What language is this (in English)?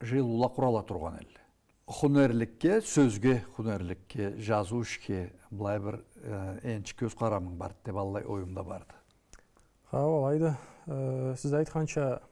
Karachay-Balkar